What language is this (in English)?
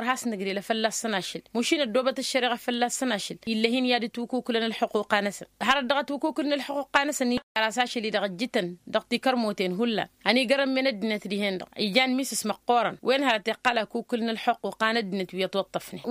Tamasheq